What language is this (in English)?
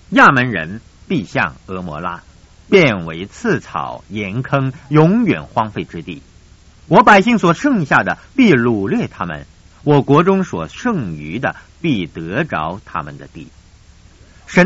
Chinese